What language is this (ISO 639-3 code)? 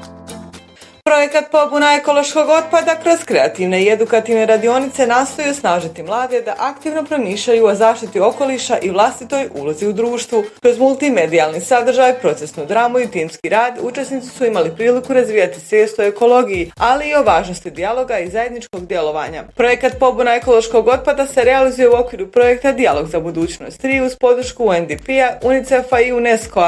bos